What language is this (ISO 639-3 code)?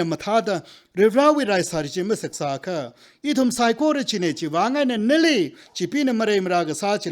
nmf